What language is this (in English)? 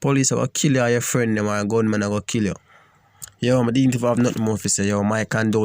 Jamaican Creole English